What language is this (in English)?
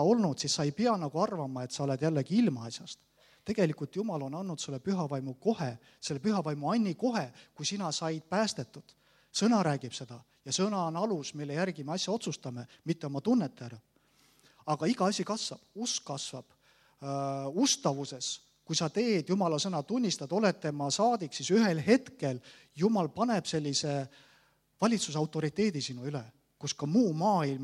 Estonian